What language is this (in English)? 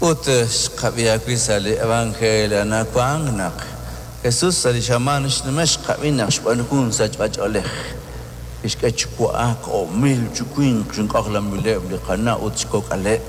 Kekchí